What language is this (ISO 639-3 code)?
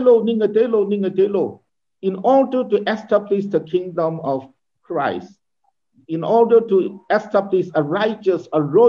nmf